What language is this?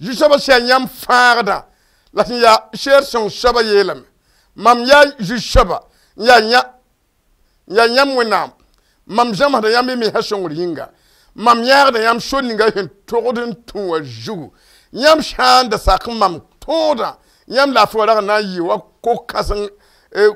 Mossi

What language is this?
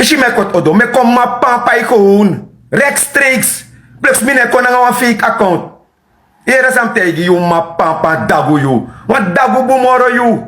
Sranan Tongo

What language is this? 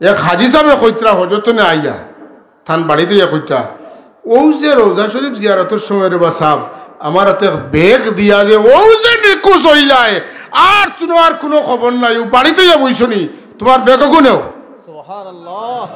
Sylheti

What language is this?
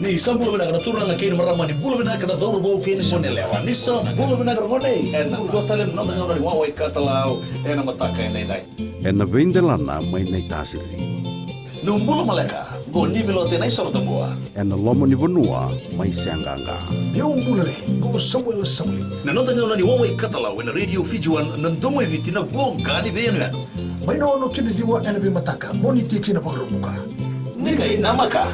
Fijian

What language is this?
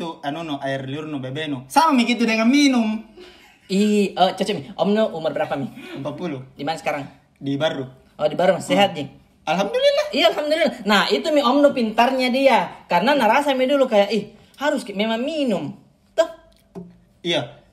Makassar Malay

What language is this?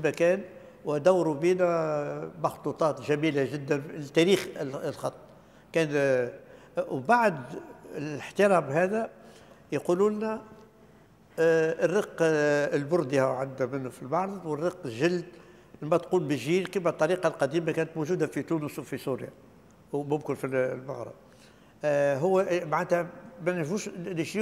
Tunisian Arabic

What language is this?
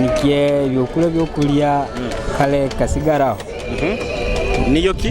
Nyoro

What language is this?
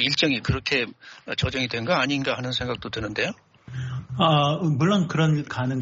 Korean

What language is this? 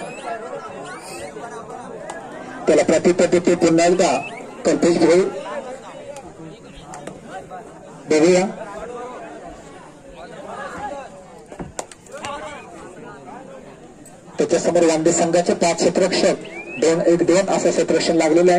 Marathi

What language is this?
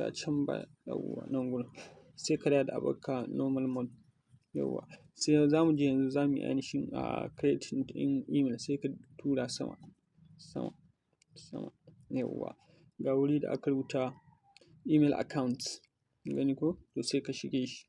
Hausa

